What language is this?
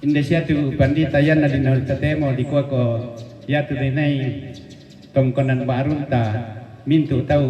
Toraja-Sa'dan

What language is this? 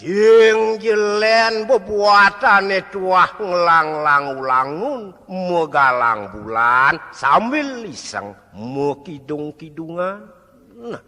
Balinese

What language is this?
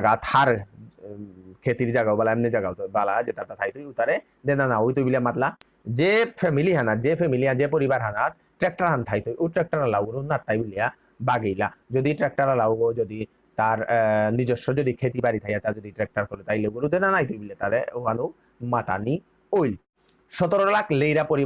Bishnupriya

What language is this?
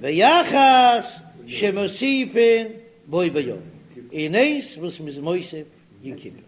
Yiddish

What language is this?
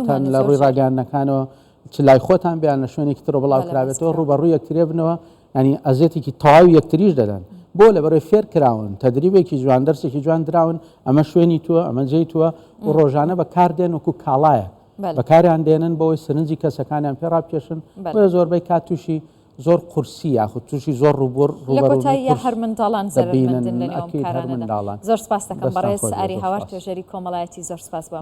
Central Kurdish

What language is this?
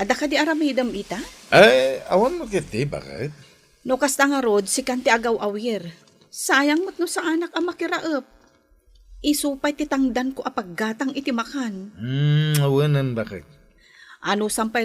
Iloko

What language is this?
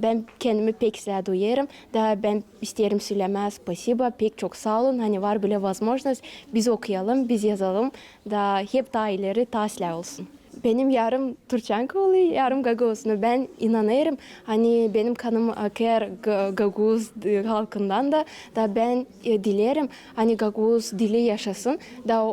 Gagauz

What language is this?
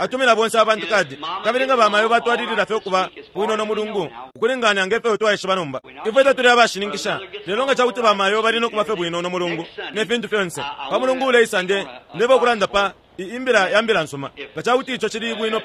Bemba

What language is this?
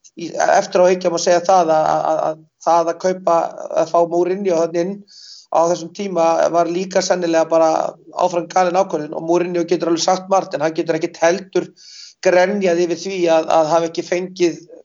Icelandic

